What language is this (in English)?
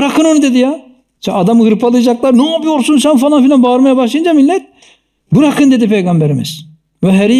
Turkish